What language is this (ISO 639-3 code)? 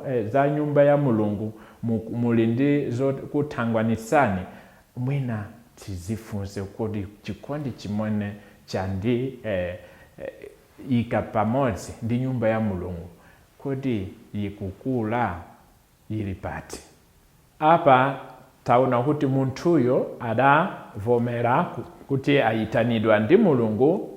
nya